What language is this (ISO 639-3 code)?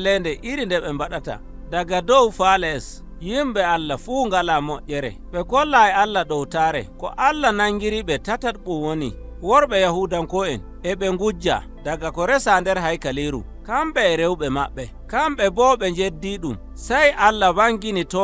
fuv